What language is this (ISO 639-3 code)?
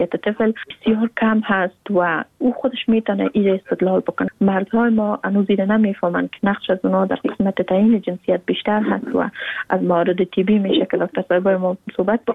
fas